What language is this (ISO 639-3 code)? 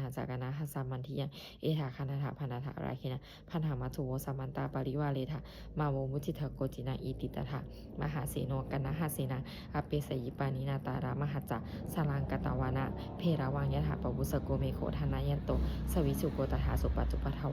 pli